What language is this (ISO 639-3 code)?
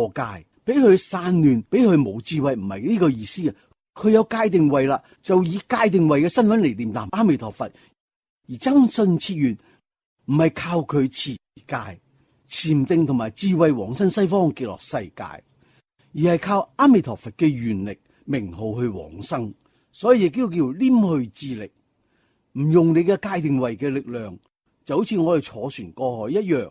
yue